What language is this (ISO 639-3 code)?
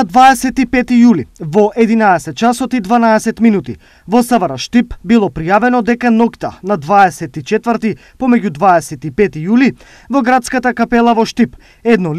mkd